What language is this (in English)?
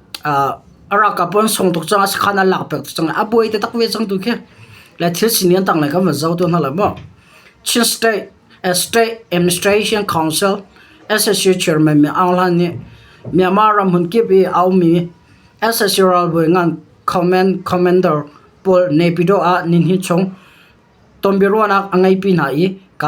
Hakha Chin